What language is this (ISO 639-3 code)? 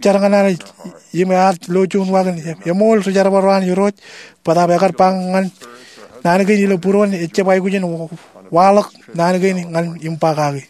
mah